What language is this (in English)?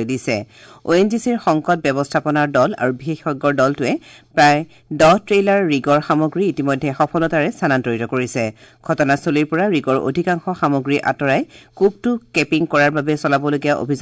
Assamese